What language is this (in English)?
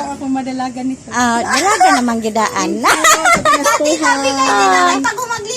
Cebuano